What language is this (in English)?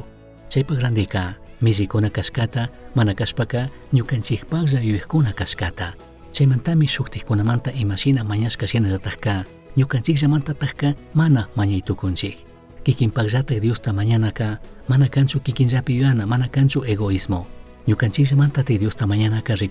Chimborazo Highland Quichua